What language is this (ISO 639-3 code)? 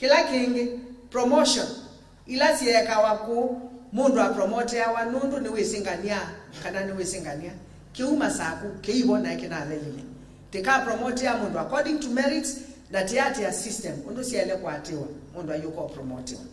kam